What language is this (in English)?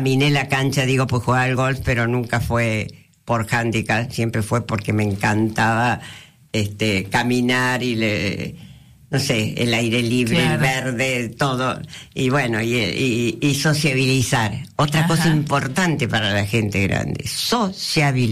Spanish